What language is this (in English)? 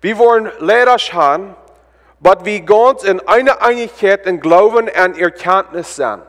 Plautdietsch